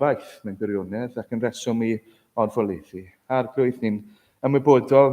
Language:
Welsh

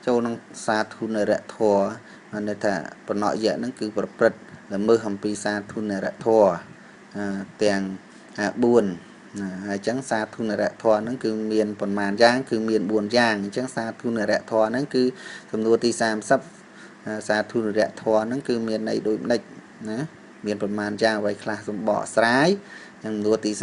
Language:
Khmer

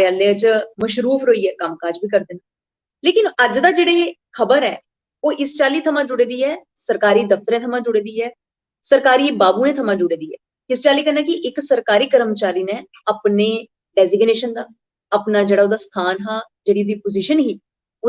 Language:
Dogri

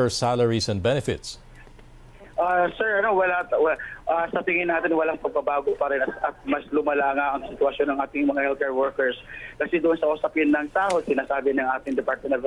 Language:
Filipino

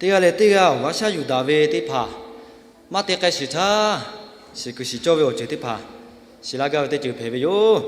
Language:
Lahu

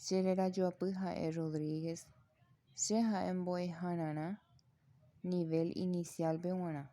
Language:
Guarani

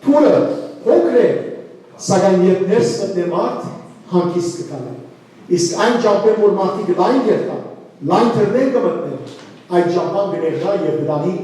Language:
Western Armenian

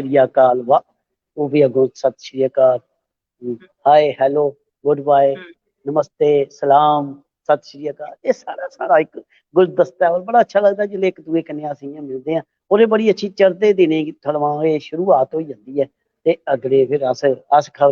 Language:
Dogri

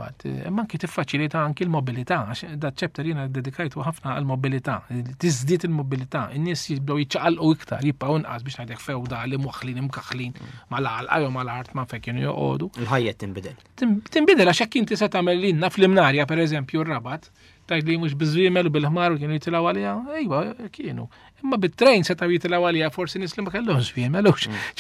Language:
Maltese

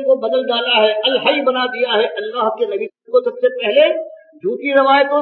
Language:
Urdu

